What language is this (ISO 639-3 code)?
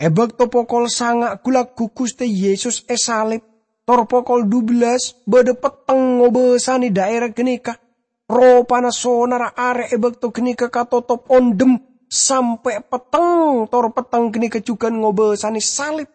mad